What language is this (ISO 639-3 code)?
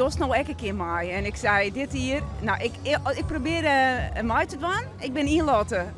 fry